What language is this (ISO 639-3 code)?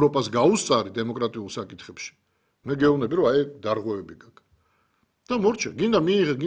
kat